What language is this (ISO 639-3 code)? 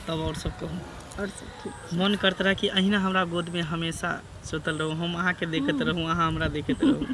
mai